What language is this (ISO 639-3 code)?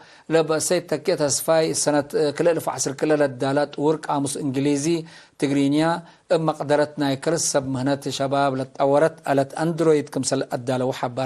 tig